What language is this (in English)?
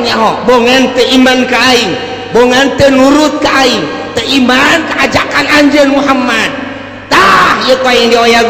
Sundanese